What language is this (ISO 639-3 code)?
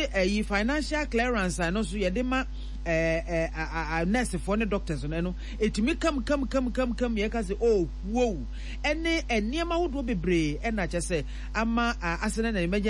aka